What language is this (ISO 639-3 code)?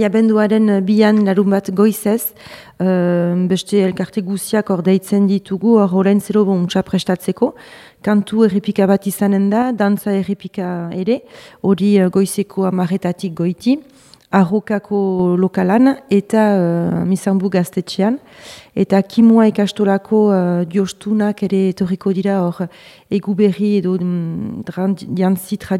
eus